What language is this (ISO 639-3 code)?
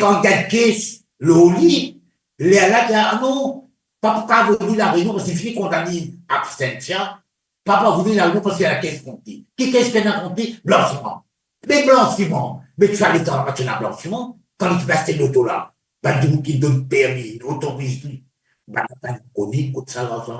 mfe